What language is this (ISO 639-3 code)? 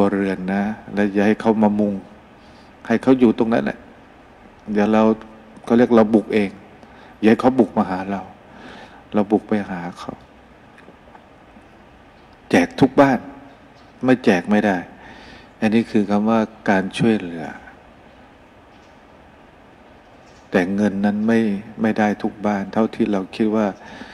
tha